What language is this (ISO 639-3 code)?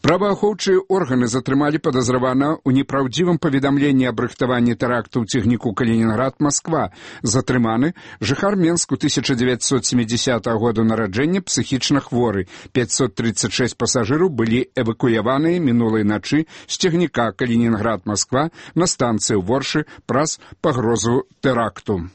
bel